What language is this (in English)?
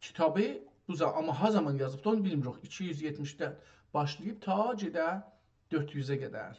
South Azerbaijani